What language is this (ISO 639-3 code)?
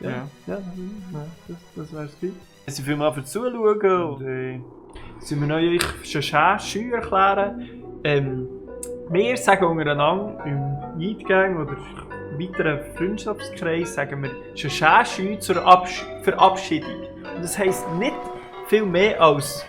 gsw